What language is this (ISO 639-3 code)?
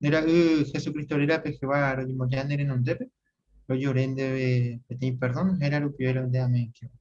grn